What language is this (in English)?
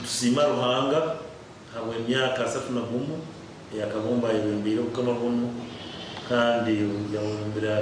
Nyankole